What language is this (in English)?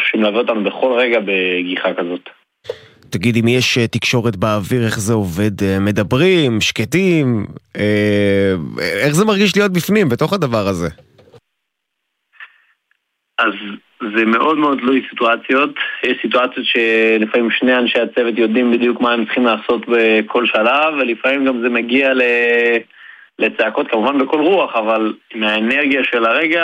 Hebrew